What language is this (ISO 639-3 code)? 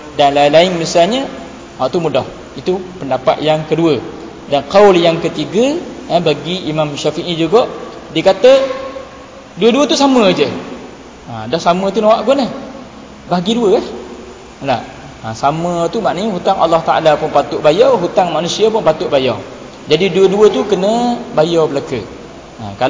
msa